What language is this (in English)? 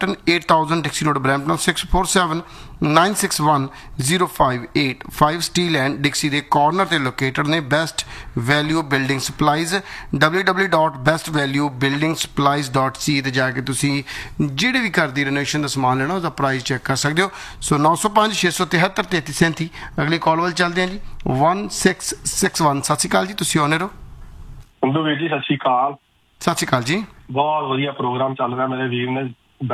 Punjabi